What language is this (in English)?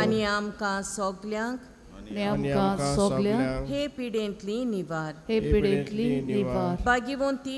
Konkani